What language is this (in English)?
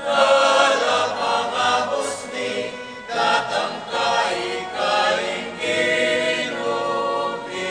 Pampanga